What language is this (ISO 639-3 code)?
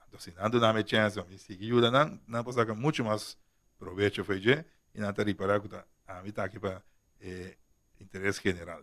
pap